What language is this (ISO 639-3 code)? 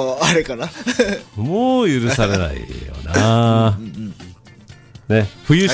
jpn